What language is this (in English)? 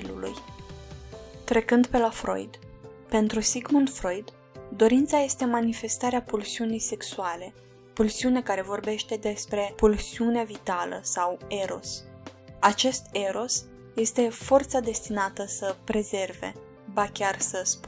Romanian